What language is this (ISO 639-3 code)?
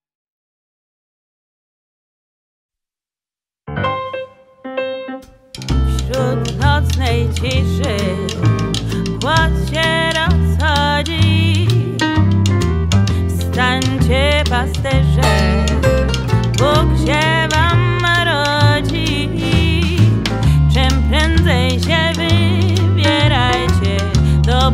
pol